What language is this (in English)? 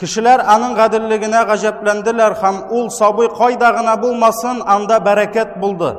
Tatar